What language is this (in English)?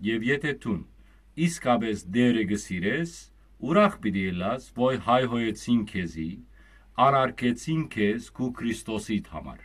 Western Armenian